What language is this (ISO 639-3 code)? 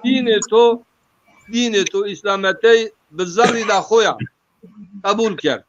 zza